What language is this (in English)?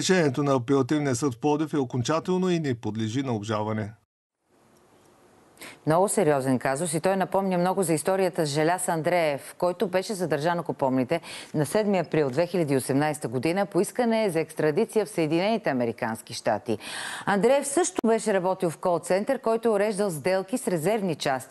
Bulgarian